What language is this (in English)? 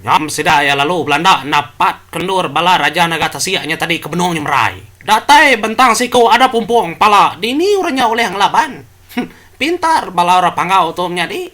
Iban